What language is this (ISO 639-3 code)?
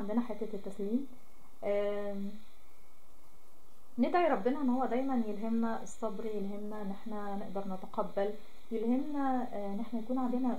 arz